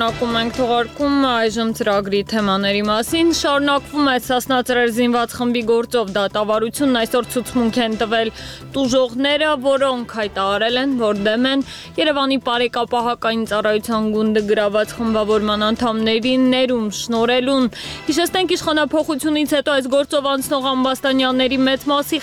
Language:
Armenian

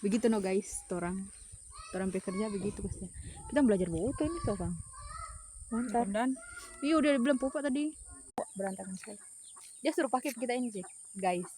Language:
Manado Malay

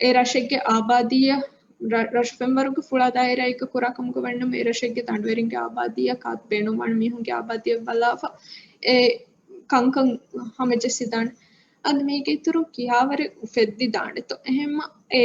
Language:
Divehi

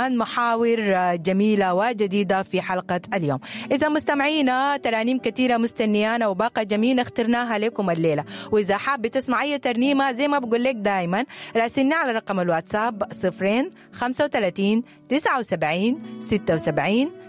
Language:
Sudanese Arabic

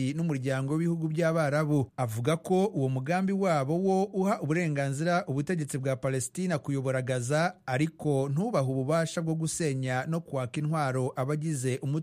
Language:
Kinyarwanda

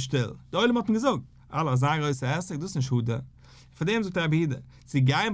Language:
Yiddish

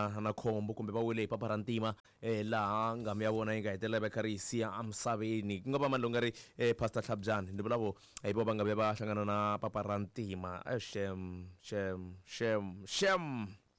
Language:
Tsonga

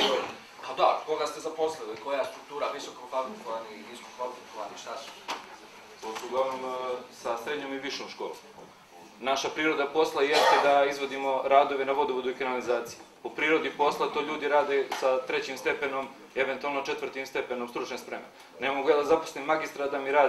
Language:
Serbian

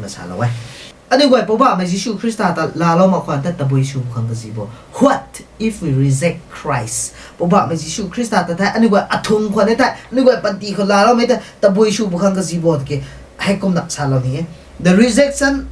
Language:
Rongmei Naga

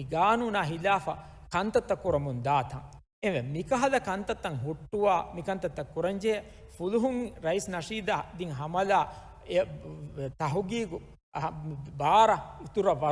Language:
Divehi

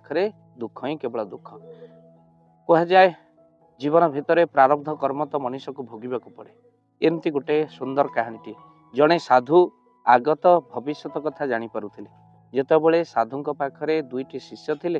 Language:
Odia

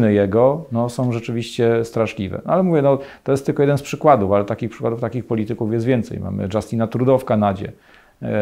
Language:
Polish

